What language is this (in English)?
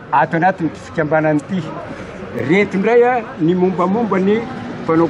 Malagasy